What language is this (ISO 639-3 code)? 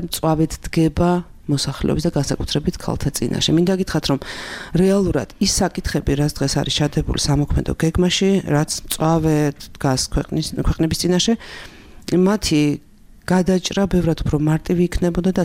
kat